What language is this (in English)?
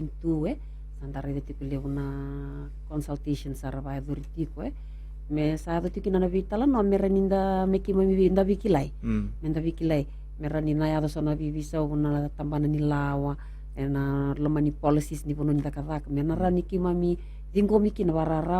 Fijian